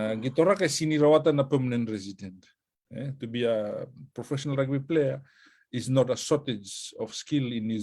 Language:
Fijian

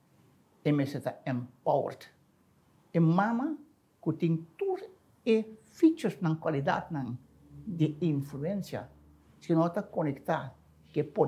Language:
Papiamento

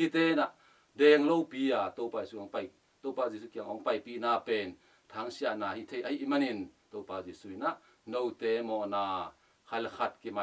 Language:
Tedim Chin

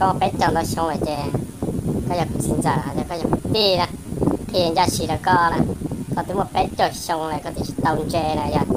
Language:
Hmong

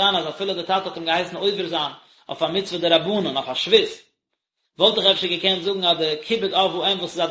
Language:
Yiddish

